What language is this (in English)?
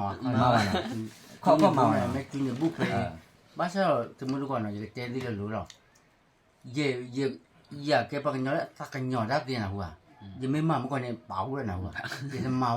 S'gaw Karen